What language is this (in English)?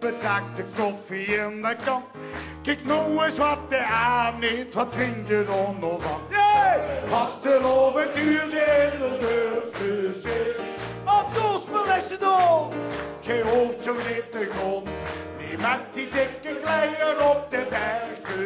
Limburgish